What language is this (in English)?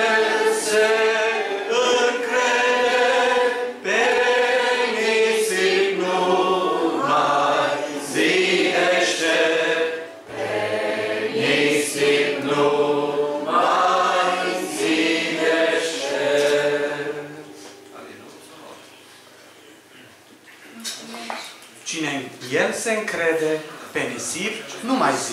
Romanian